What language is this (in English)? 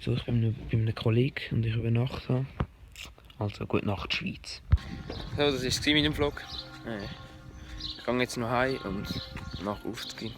Swiss German